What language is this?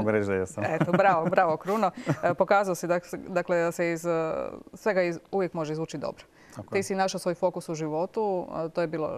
Croatian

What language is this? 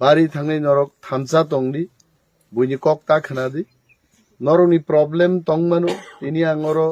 Kok Borok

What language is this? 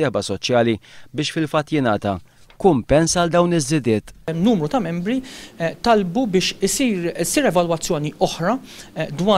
Maltese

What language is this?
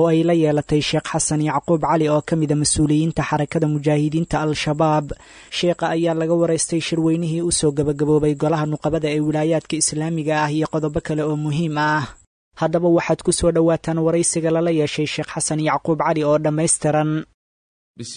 Somali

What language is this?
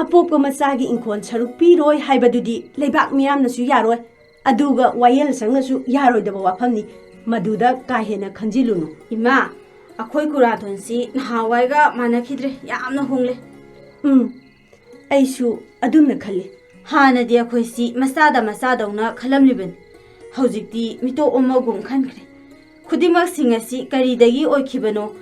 Manipuri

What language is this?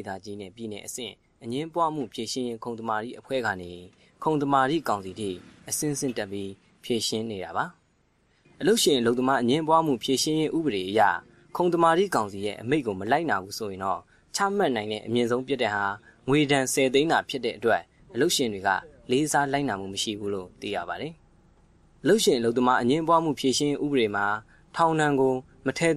Burmese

